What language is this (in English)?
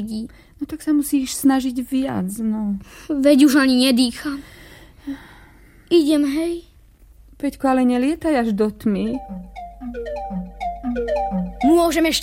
Slovak